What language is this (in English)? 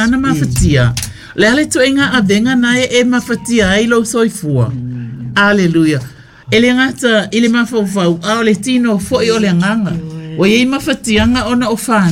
Samoan